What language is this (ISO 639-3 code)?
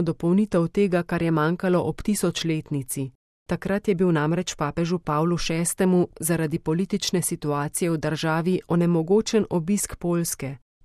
slv